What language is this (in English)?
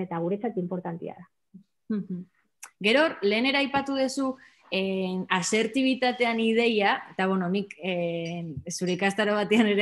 Basque